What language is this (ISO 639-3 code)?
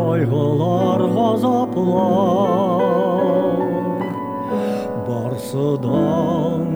tat